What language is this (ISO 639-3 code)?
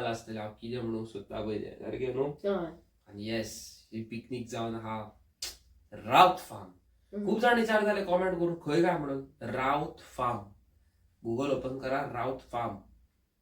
kok